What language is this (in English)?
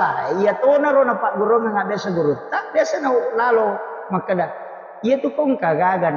Buginese